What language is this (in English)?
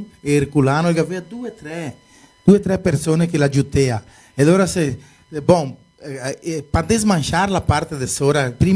Venetian